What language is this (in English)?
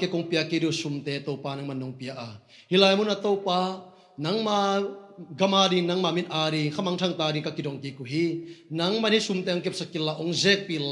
Tedim Chin